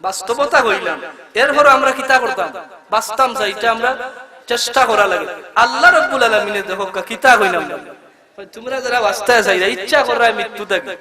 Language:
Sylheti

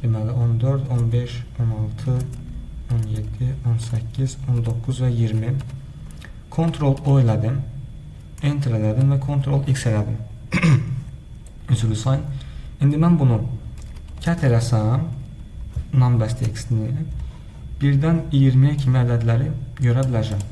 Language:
Azerbaijani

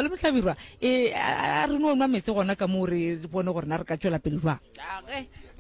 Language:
Northern Sotho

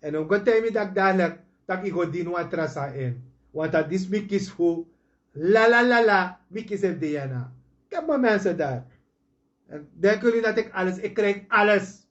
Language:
Sranan Tongo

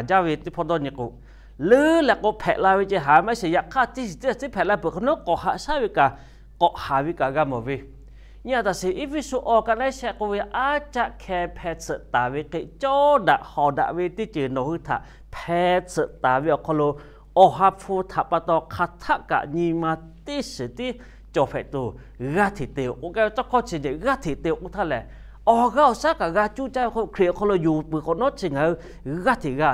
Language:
Lahu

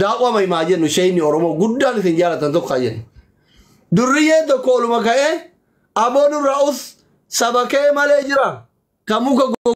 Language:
Oromo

